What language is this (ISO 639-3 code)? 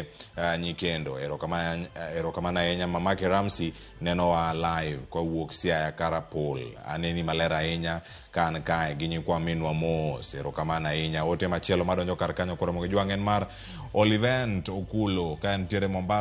luo